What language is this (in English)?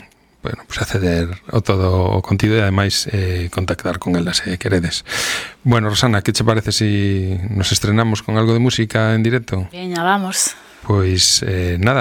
Galician